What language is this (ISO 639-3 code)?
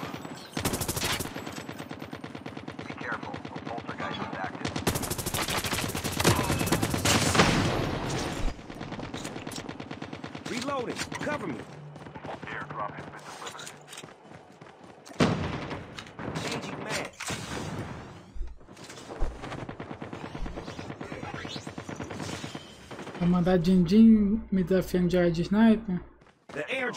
por